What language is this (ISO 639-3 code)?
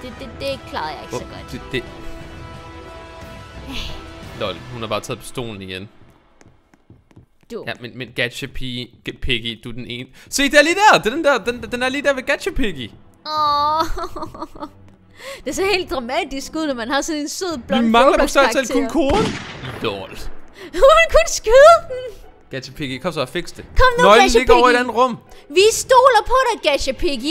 dan